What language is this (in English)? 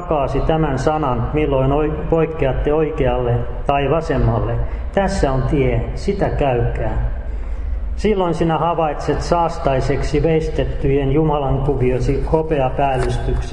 Finnish